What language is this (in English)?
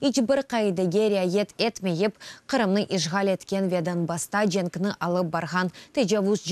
Crimean Tatar